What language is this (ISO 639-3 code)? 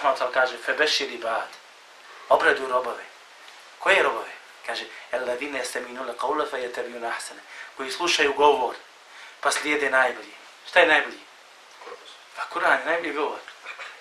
bos